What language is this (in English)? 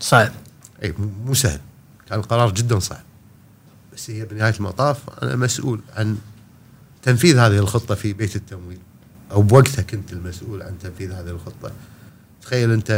Gulf Arabic